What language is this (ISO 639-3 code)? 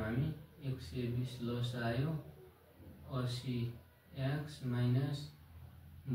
nep